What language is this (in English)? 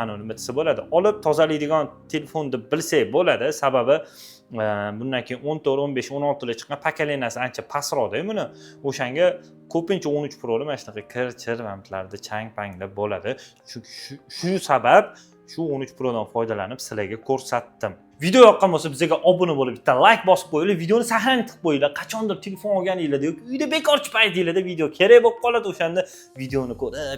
Uzbek